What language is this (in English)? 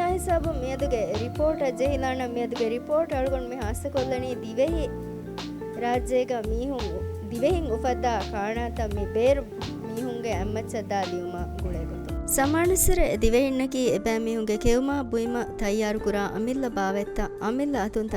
Divehi